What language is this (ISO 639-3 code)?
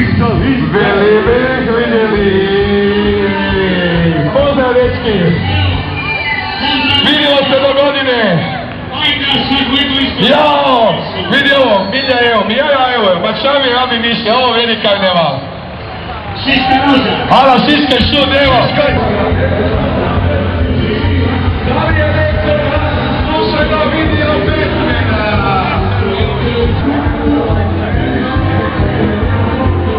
hrv